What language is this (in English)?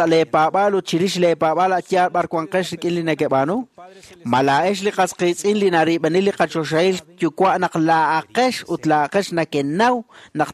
Kekchí